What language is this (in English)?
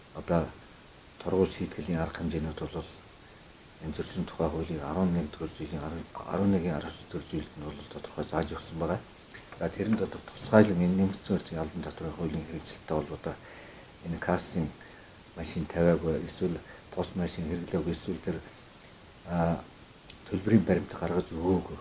Mongolian